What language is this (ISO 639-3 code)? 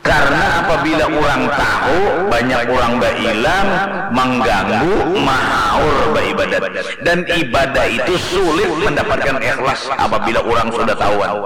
bjn